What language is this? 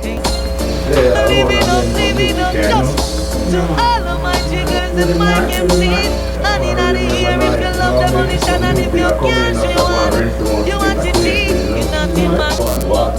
Jamaican Creole English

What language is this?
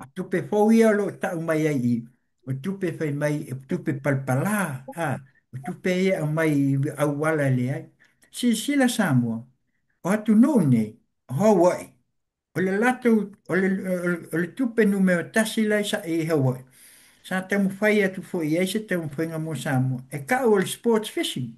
Samoan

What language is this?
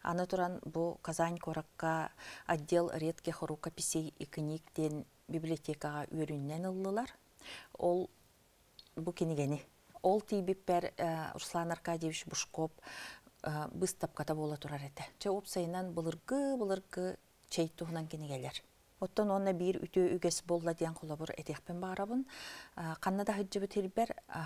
Yakut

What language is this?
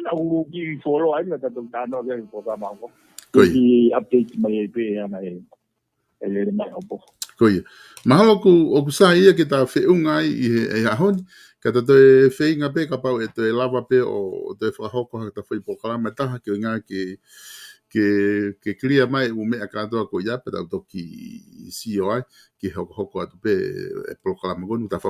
Tongan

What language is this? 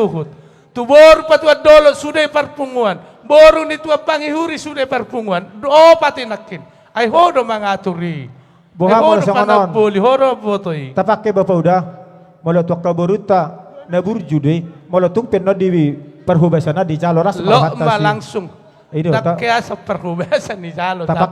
Batak Toba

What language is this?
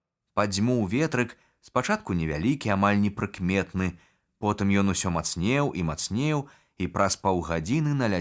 Belarusian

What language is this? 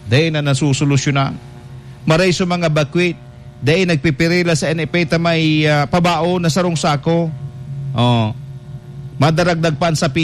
Bikol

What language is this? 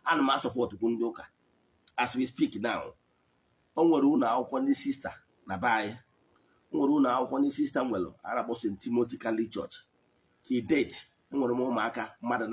Igbo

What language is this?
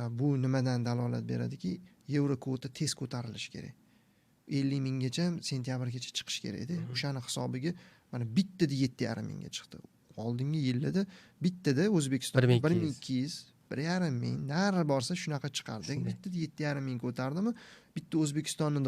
Uzbek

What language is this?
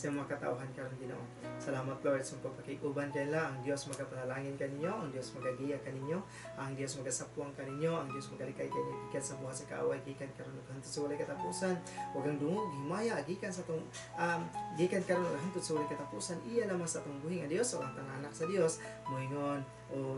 Cebuano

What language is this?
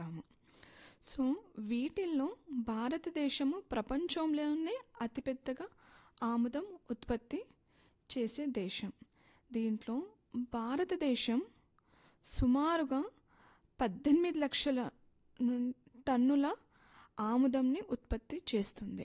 Telugu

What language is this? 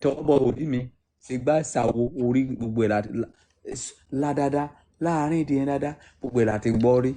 Yoruba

